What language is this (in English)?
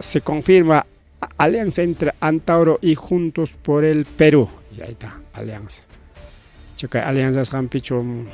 Ayacucho Quechua